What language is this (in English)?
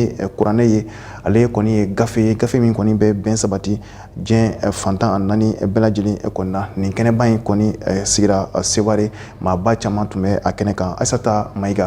Bambara